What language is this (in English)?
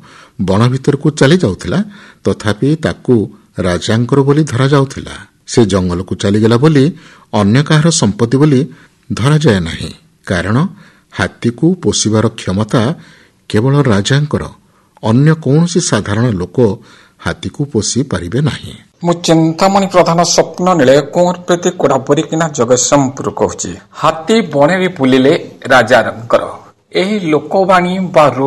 Odia